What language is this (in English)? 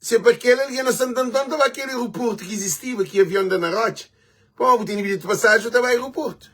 Kabuverdianu